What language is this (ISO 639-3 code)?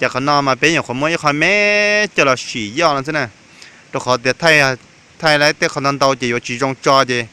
hmn